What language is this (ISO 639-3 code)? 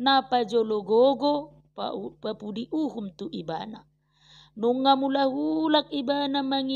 bbc